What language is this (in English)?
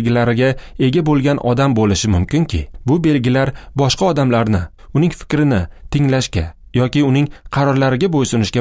Uzbek